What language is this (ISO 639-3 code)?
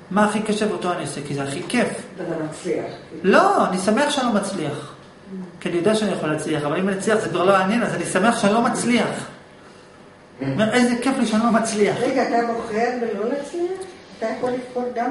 heb